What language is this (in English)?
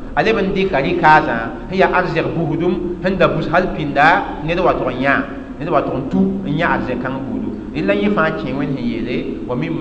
Mossi